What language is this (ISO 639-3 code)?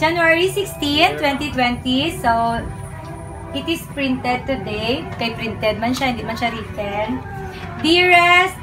fil